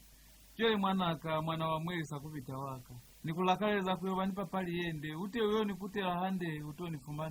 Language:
Lozi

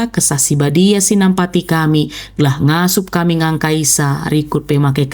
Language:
Batak Karo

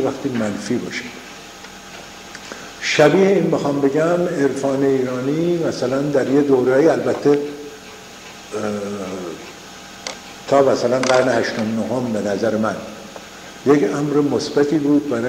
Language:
Persian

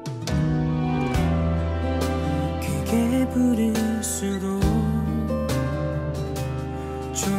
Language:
Korean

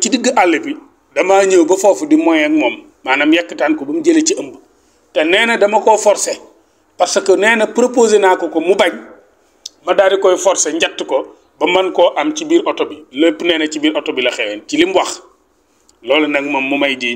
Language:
Wolof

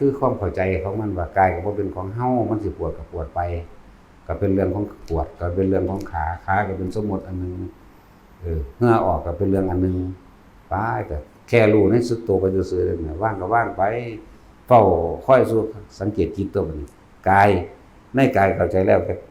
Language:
Northeastern Thai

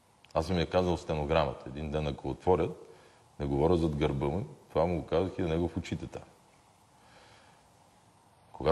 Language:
Bulgarian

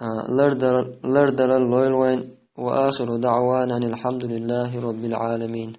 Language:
Chechen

